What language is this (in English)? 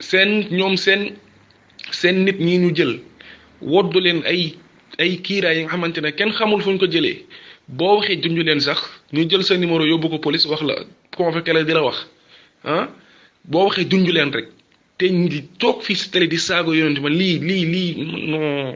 Wolof